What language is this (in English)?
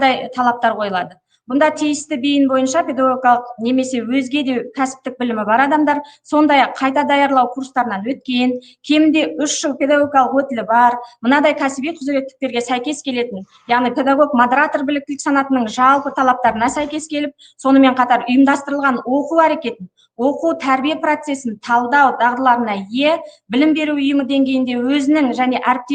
Kazakh